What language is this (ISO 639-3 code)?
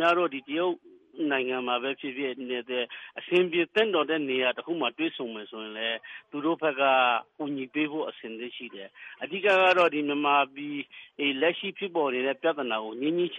mya